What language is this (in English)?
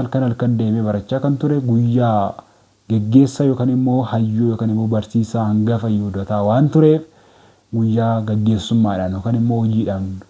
Oromo